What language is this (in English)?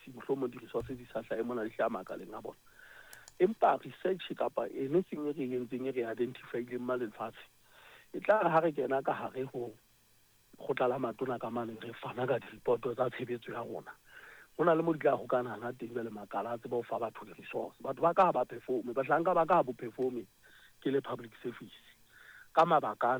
Southern Sotho